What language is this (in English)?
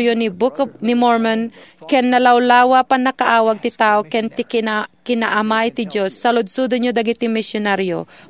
Iloko